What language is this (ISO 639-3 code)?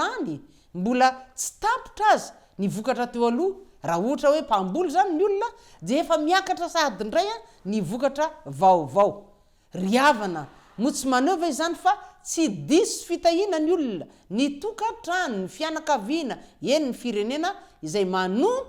mlg